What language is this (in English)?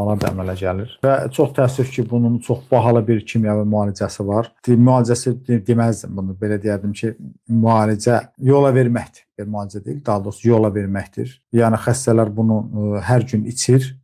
Azerbaijani